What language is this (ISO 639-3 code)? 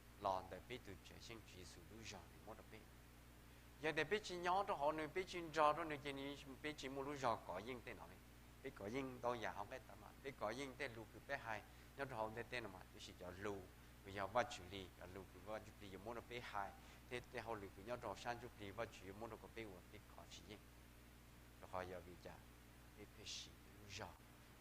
hmn